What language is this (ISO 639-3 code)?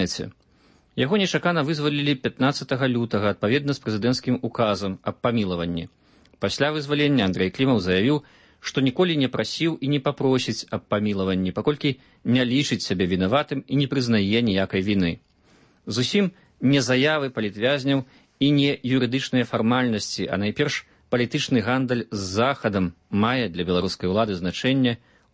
bel